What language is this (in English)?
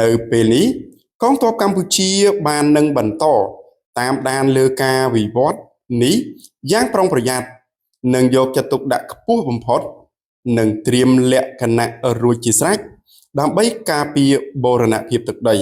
Khmer